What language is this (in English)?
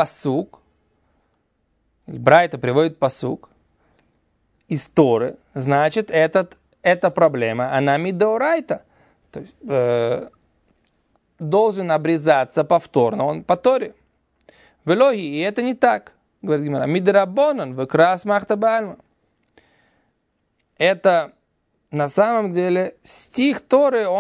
Russian